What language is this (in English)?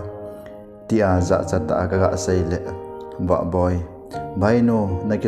Thado Chin